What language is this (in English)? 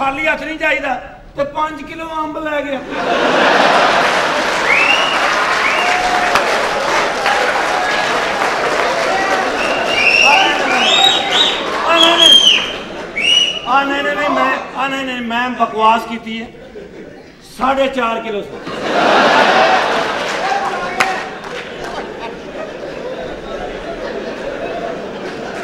Punjabi